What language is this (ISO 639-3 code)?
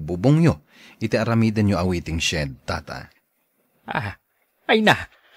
ilo